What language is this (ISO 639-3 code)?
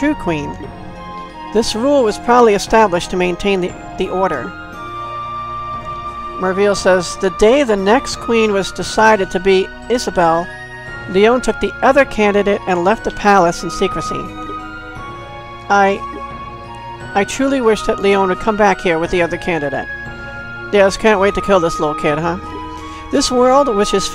eng